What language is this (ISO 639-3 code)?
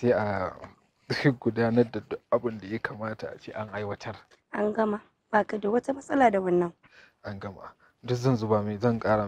hau